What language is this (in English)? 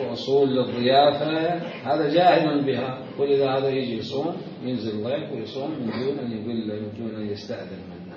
Mesopotamian Arabic